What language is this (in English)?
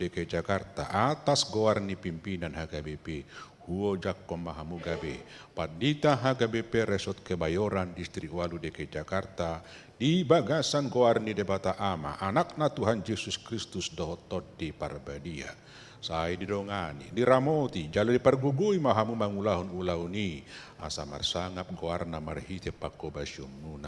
Batak Toba